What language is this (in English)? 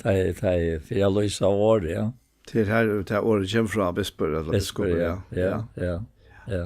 Faroese